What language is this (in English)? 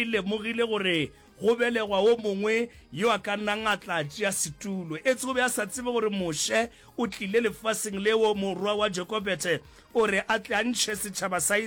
Northern Sotho